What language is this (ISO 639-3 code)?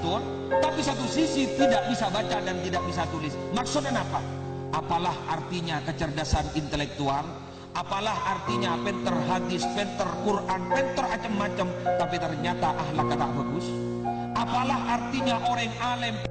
mad